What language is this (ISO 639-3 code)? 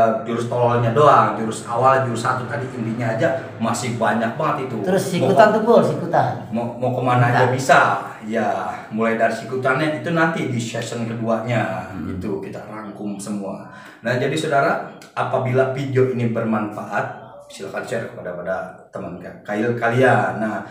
bew